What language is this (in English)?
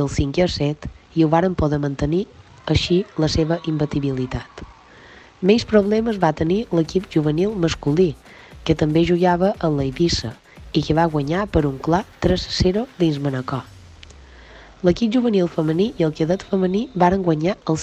Catalan